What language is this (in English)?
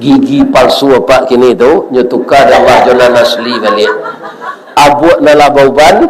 Minangkabau